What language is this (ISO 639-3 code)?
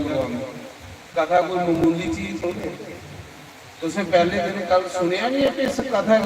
doi